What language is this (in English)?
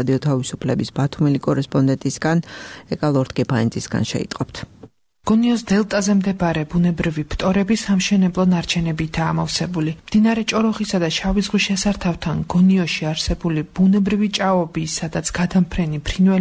Georgian